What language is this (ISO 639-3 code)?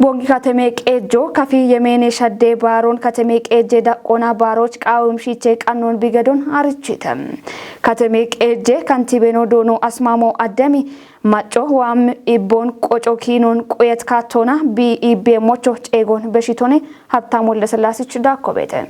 kbr